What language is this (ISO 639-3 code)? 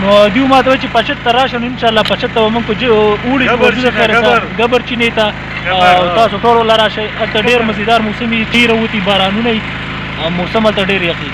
pus